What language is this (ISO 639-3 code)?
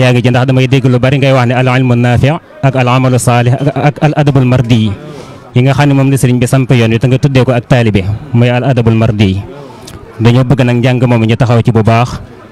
wol